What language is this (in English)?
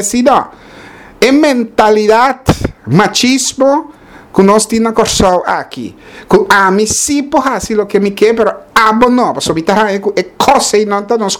Papiamento